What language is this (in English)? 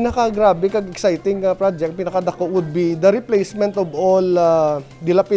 Hiligaynon